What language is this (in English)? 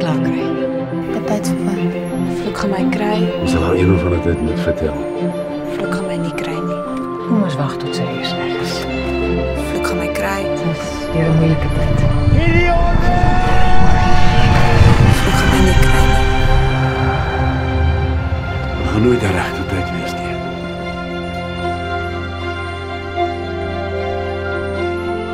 Afrikaans